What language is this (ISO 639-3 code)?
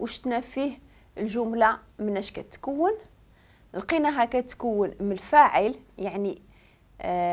ary